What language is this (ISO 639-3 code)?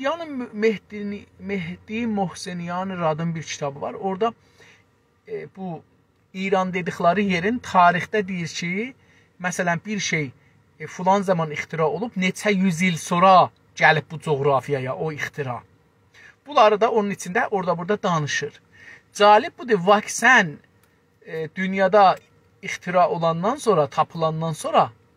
azb